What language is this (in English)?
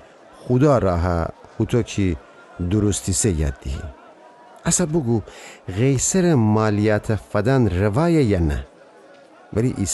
Gilaki